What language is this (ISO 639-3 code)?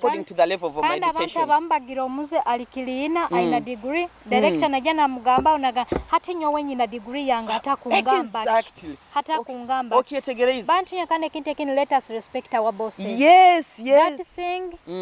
nyo